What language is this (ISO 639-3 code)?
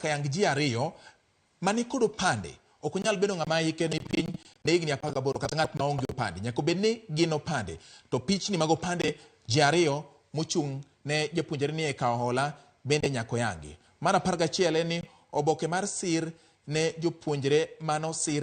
luo